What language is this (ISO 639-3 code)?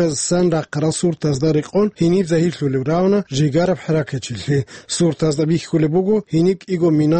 ava